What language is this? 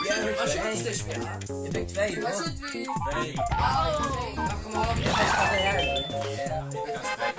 Faroese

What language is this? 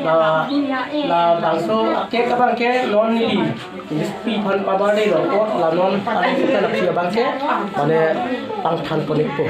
Karbi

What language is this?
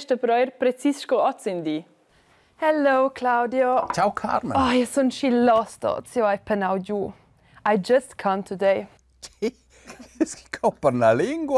Romansh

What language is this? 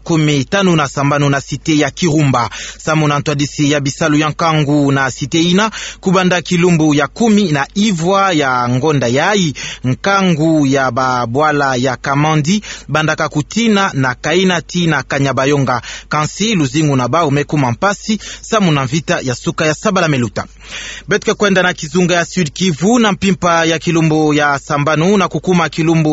Kituba (Democratic Republic of Congo)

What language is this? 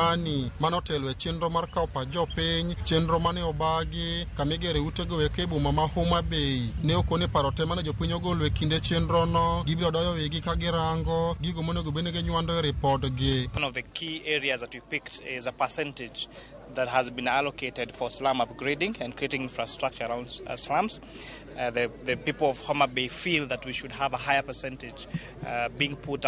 Luo (Kenya and Tanzania)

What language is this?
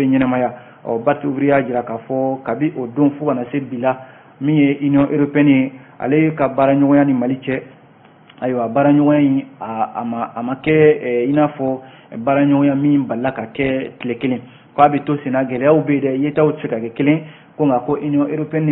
Bambara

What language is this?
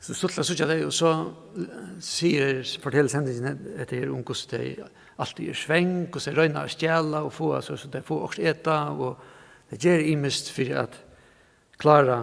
Faroese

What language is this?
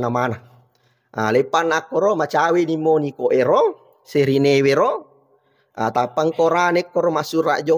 Buginese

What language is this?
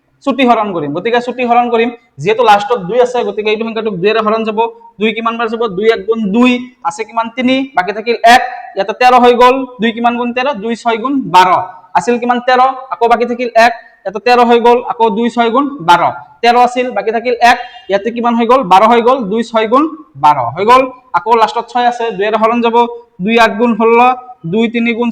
Assamese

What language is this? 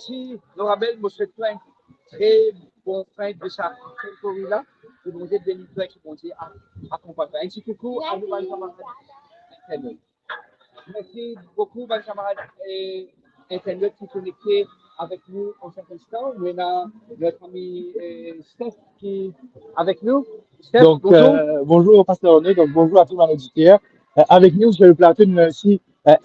Morisyen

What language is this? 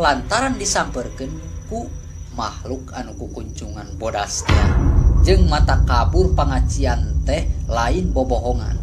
Sundanese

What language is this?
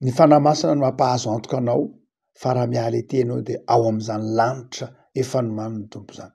Malagasy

